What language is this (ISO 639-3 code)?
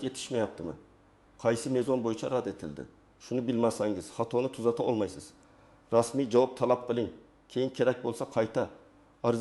uzb